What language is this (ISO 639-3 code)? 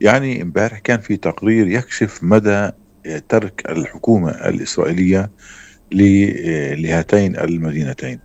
apc